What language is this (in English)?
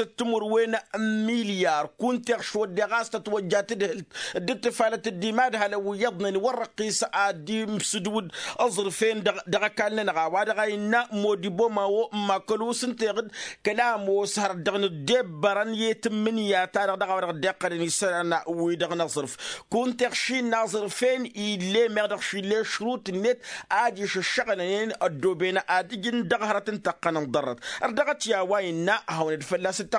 Tamasheq